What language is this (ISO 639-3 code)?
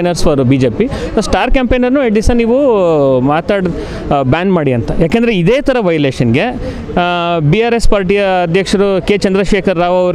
kan